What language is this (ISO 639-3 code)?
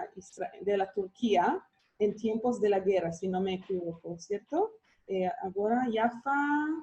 lad